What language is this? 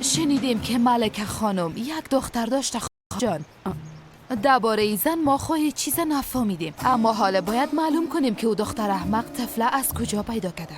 Persian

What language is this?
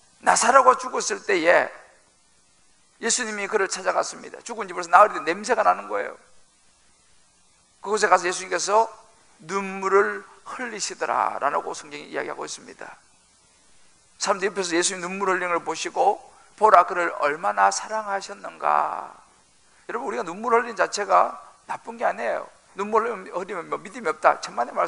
Korean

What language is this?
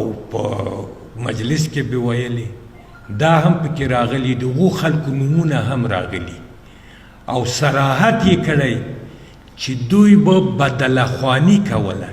Pashto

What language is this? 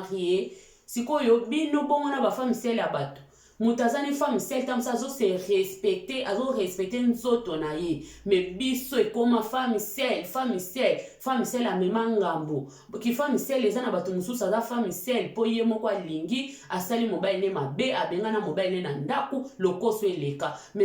Lingala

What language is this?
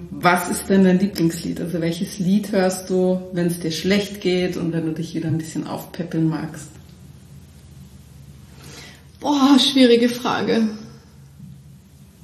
German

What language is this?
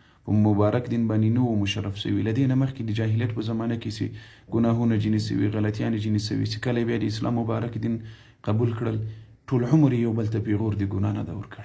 Pashto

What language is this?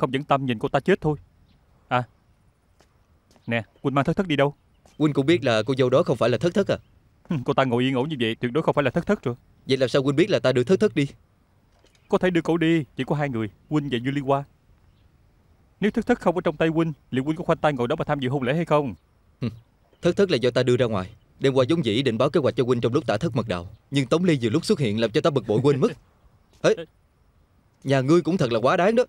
Vietnamese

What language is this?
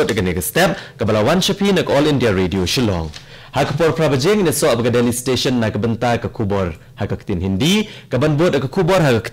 Khasi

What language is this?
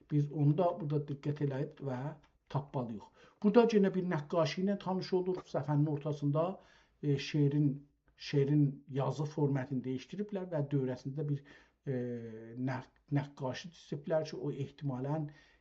South Azerbaijani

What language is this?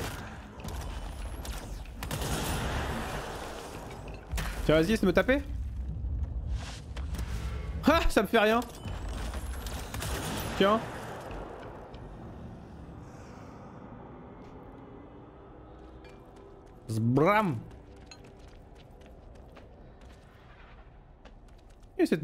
French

